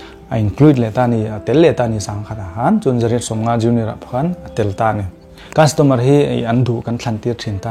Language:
Mizo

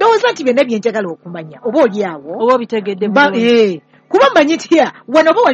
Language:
Ganda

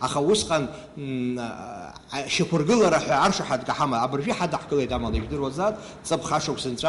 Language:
Abkhazian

